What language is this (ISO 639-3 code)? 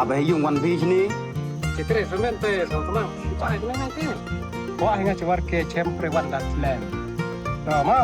kha